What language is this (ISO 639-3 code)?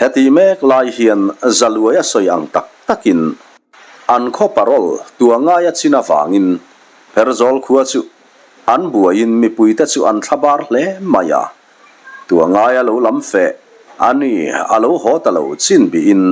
lus